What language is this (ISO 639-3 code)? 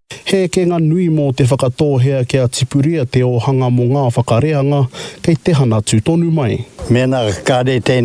mri